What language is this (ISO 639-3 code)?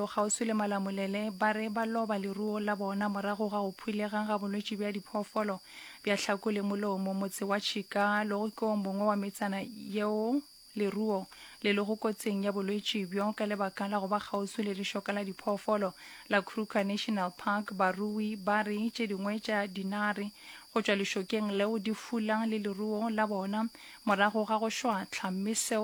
nso